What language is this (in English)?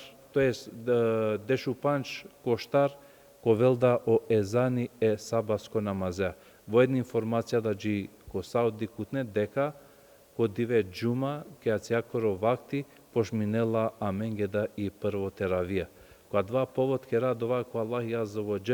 Balkan Romani